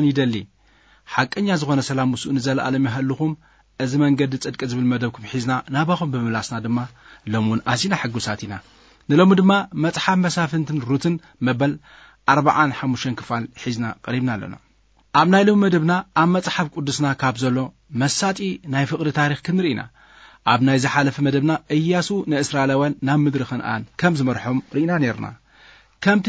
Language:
Tigrinya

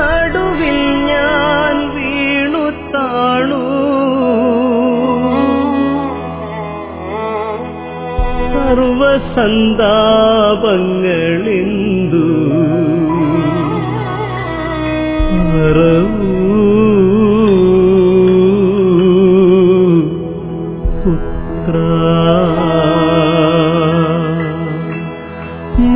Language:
Malayalam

